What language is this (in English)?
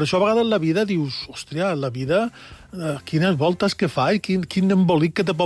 Catalan